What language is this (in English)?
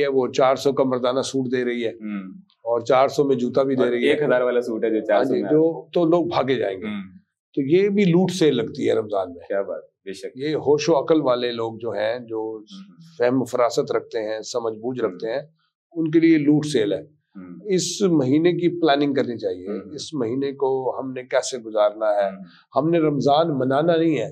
Urdu